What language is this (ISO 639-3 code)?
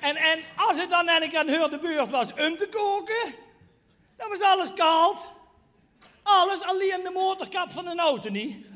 lim